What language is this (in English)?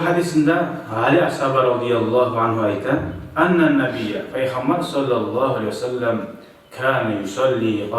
Kumyk